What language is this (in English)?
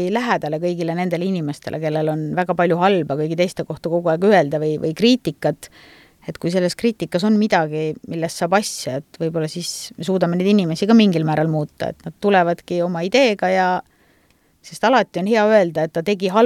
Estonian